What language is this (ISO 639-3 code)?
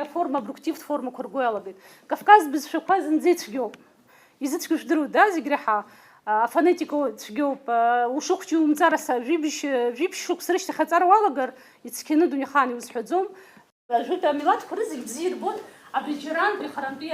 abk